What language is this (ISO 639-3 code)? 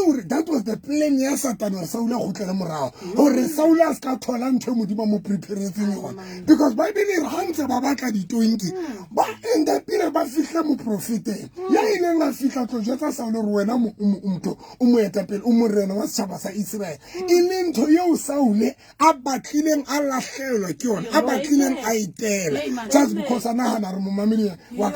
sot